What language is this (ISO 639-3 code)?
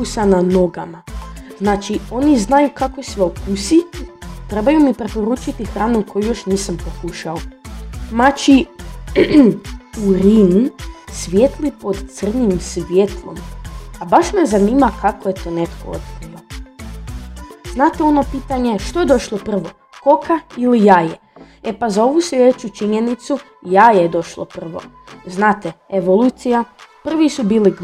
hrv